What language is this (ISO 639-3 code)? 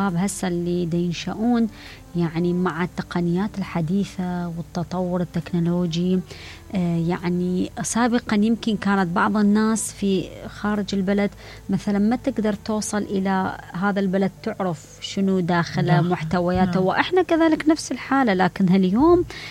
acm